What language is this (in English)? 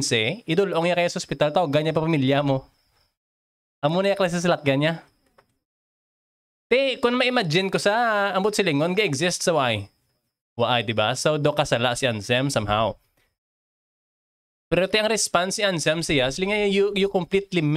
Hiligaynon